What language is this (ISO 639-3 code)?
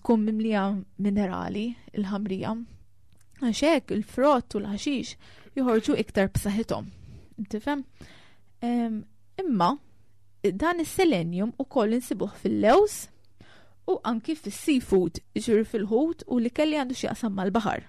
mlt